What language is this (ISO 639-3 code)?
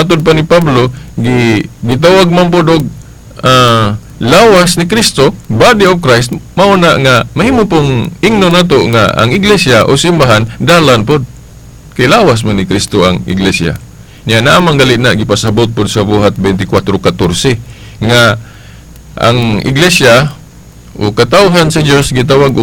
ceb